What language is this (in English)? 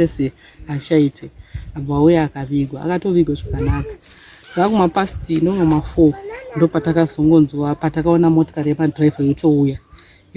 Shona